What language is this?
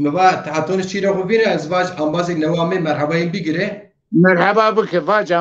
Zaza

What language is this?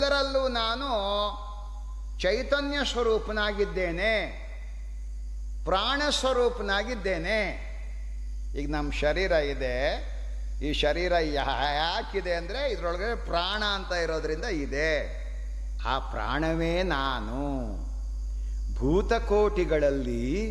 Kannada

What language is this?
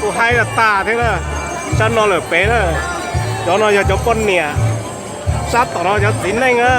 Hmong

